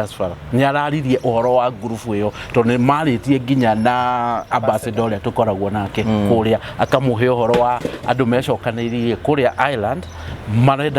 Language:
Kikuyu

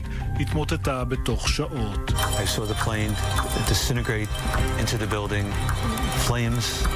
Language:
Hebrew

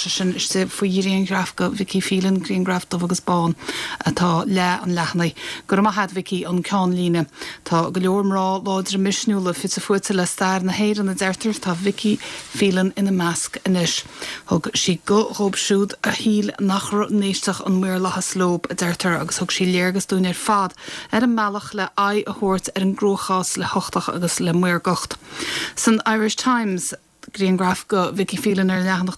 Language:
Irish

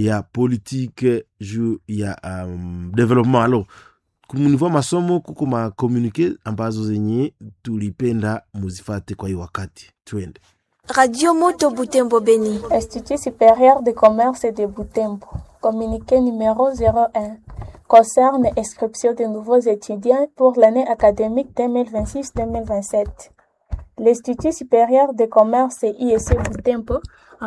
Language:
Swahili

